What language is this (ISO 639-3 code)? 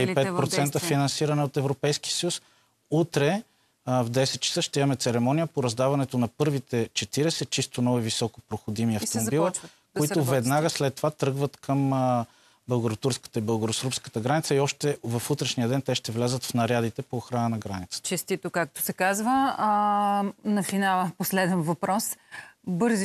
bul